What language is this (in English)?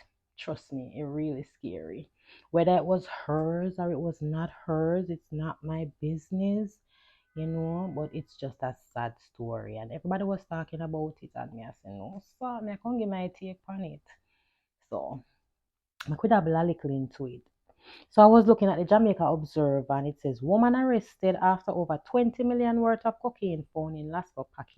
Jamaican Creole English